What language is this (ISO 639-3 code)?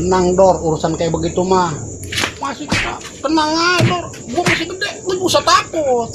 bew